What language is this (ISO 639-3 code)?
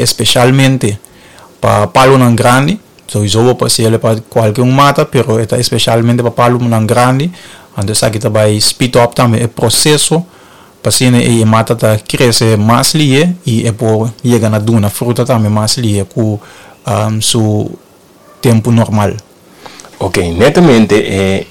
pap